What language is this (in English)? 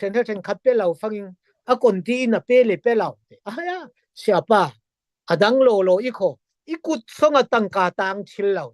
Falam Chin